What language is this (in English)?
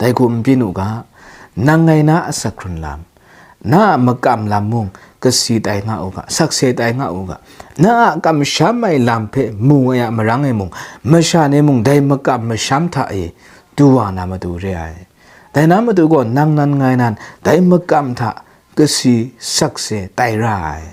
Kachin